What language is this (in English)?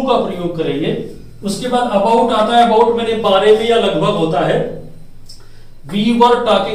Hindi